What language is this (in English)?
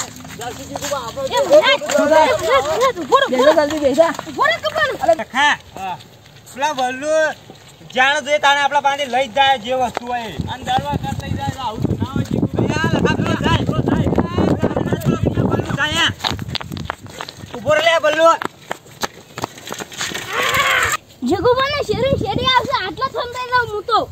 Gujarati